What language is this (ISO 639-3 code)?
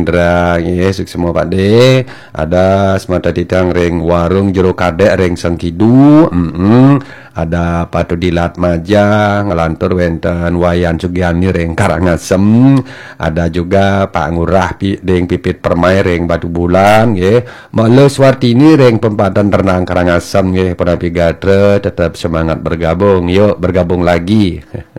ban